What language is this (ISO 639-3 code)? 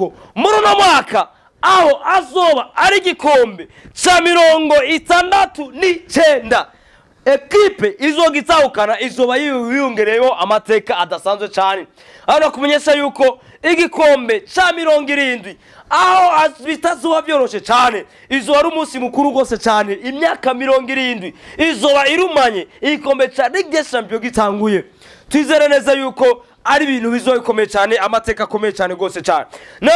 run